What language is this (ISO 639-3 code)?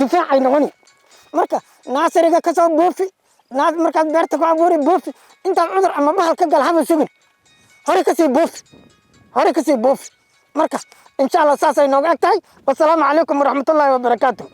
som